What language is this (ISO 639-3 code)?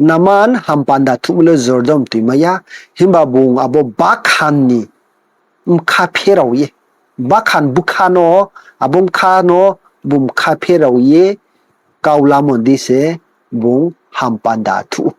ria